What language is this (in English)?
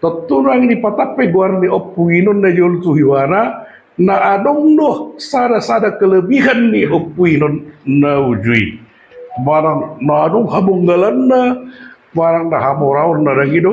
Batak Toba